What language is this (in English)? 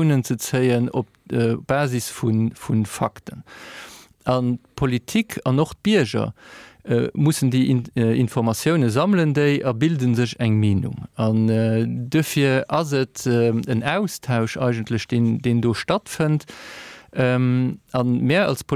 Luxembourgish